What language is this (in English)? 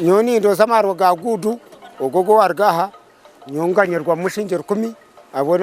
Nyankole